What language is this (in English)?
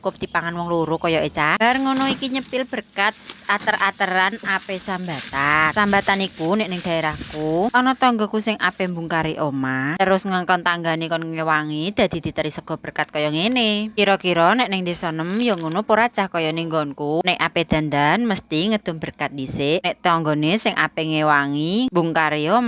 Javanese